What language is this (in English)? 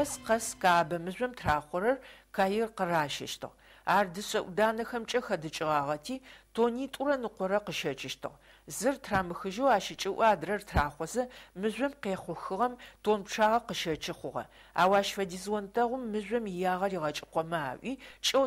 Adyghe